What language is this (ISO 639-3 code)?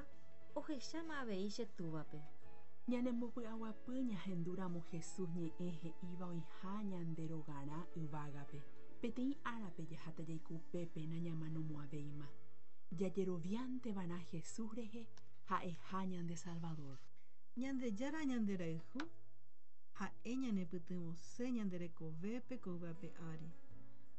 grn